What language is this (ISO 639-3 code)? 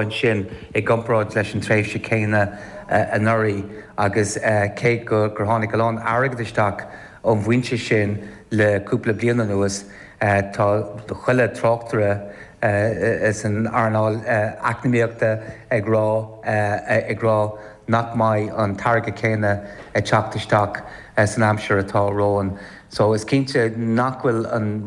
gle